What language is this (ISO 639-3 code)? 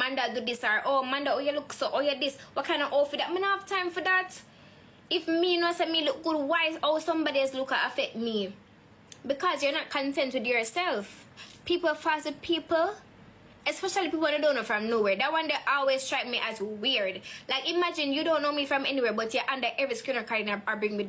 jam